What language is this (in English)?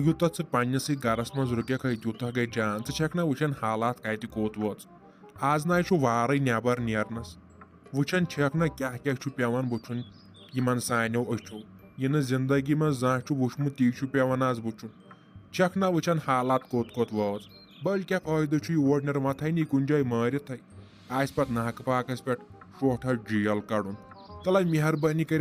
Kashmiri